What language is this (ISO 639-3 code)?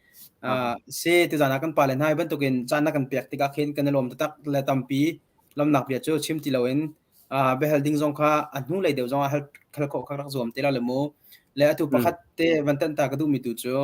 cnh